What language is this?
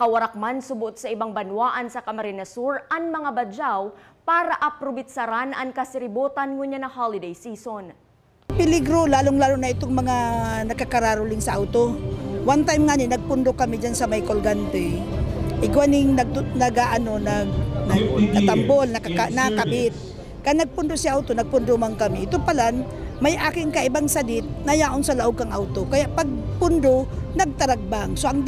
Bikol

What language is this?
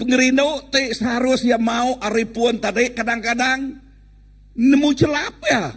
Iban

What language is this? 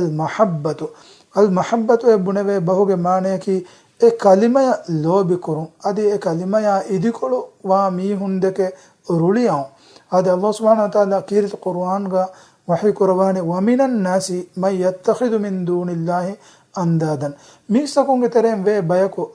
Divehi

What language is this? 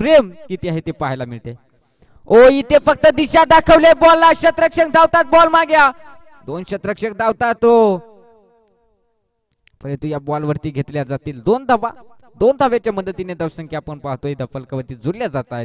Marathi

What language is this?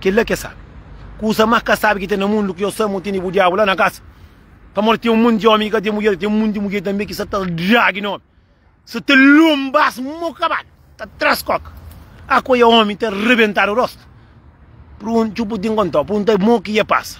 Kabuverdianu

